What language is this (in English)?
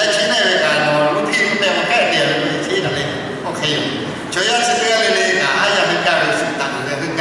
Lahu